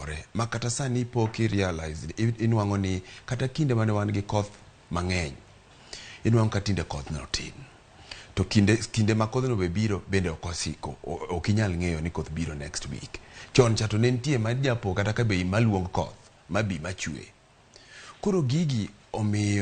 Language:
Luo (Kenya and Tanzania)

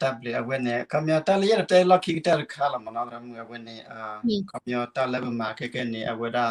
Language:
S'gaw Karen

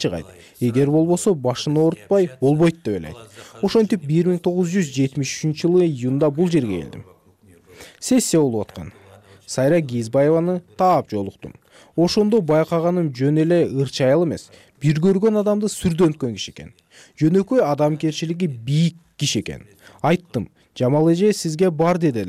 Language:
Kyrgyz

